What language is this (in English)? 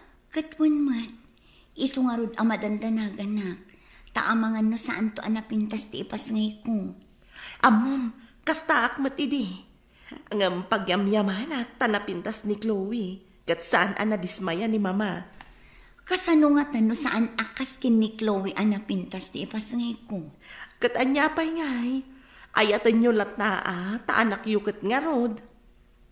Iloko